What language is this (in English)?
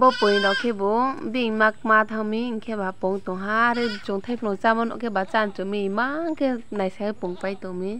Riang (India)